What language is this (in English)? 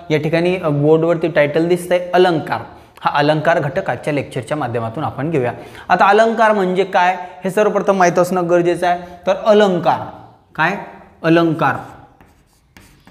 Marathi